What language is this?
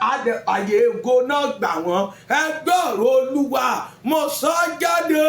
Yoruba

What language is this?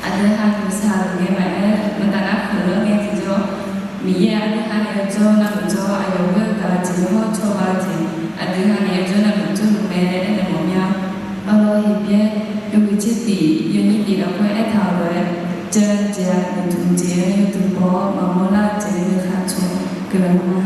Akha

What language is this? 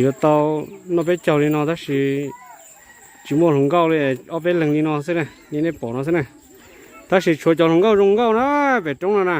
Hmong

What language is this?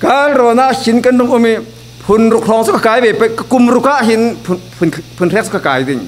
Falam Chin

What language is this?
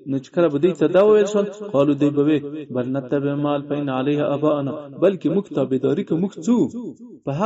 Pashto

